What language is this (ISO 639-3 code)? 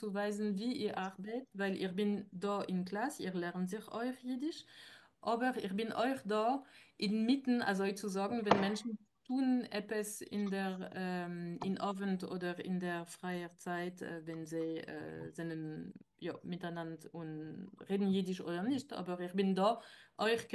yid